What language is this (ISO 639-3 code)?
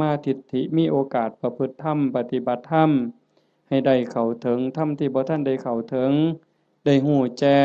tts